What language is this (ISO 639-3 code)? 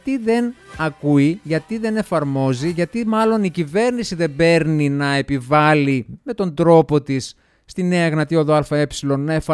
ell